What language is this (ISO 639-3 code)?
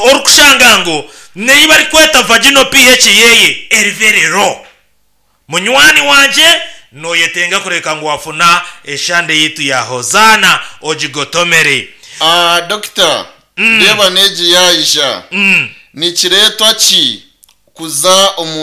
nyn